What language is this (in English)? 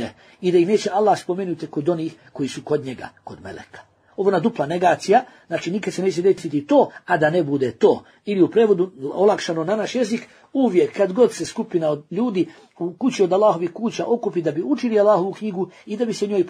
Bosnian